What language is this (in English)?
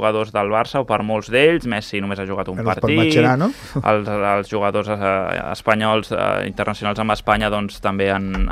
Catalan